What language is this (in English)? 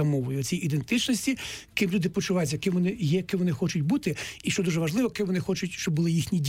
Ukrainian